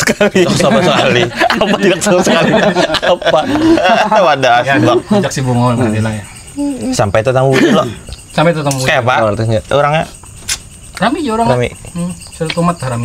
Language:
Banjar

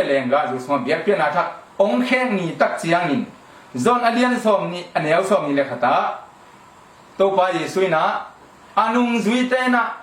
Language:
Tedim Chin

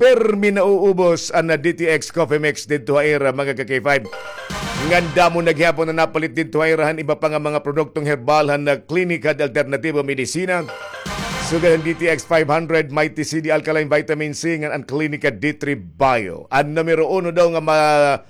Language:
Waray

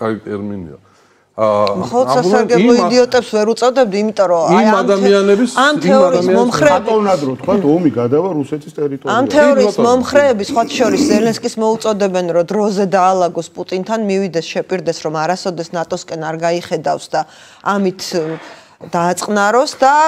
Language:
Georgian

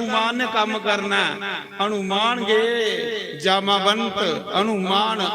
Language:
Dogri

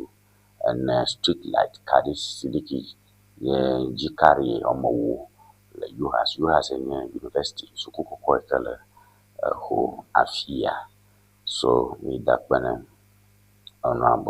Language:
Ewe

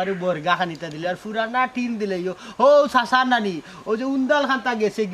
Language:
Sylheti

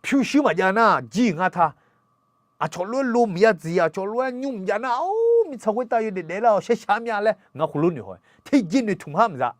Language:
Akha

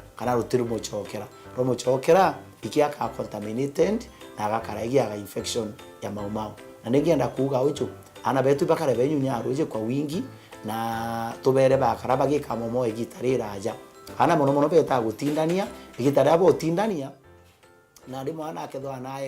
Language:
Meru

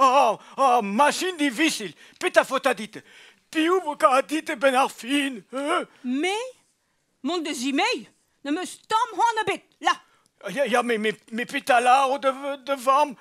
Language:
Breton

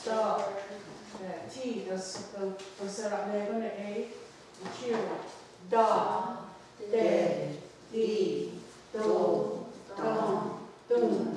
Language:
Mohawk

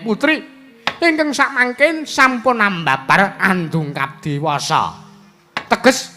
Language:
Javanese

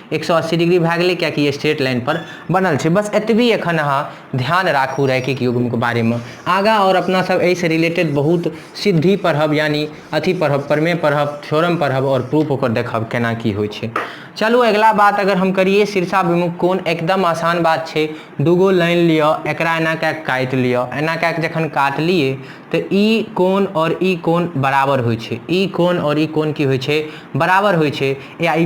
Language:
Maithili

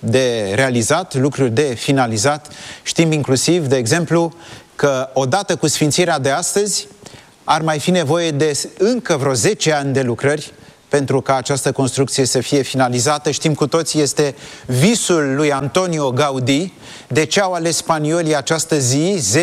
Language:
Romanian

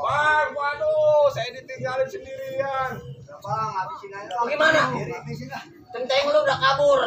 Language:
Betawi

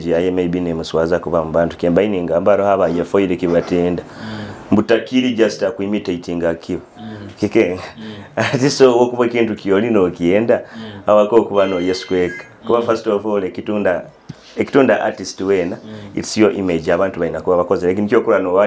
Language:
Nyoro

